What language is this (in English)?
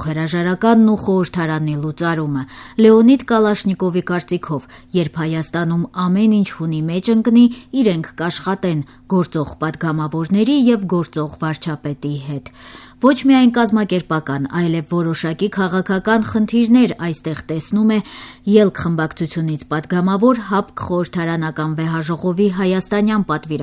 Armenian